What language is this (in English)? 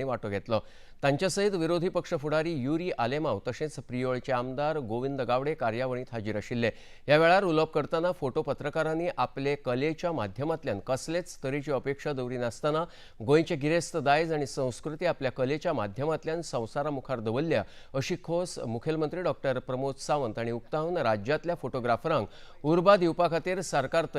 Konkani